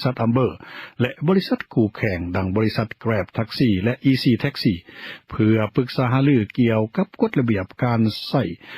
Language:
Lao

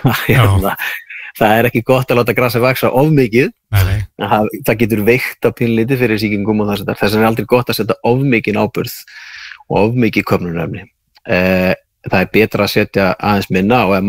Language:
Icelandic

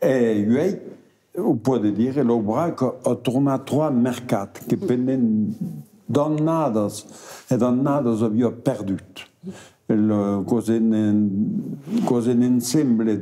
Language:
Occitan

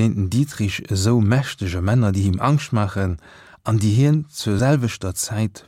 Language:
Luxembourgish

